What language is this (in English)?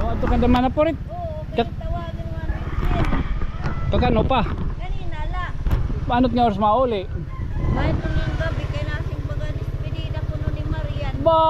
Waray